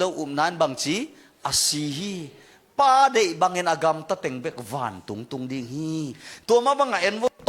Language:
Tedim Chin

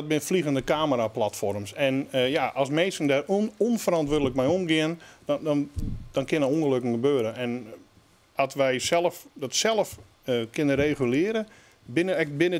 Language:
Western Frisian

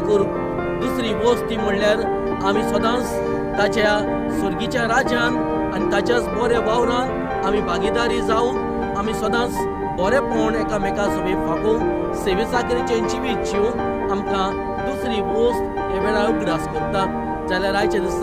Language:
Konkani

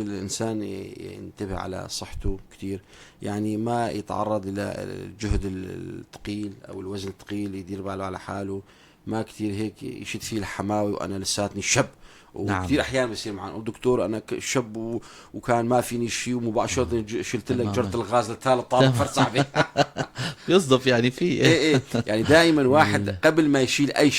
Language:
North Levantine Arabic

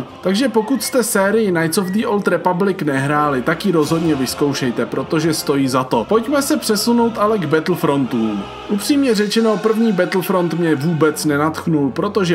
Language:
Czech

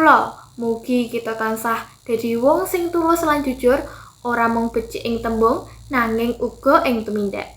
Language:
Javanese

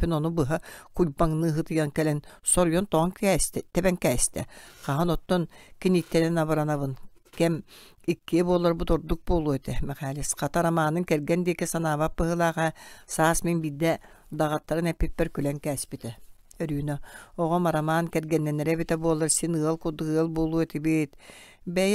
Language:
Yakut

